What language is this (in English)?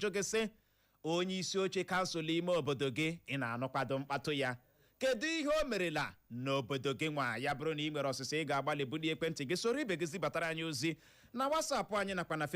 Igbo